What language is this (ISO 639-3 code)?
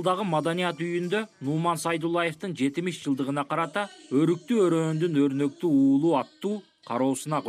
kir